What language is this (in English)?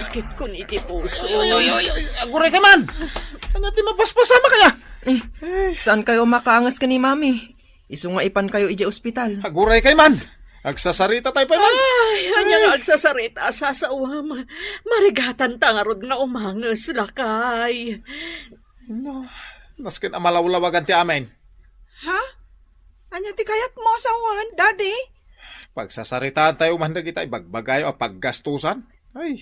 Iloko